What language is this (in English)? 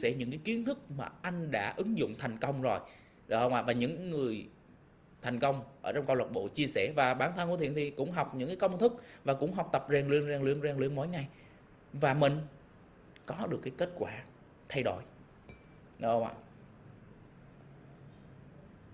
Vietnamese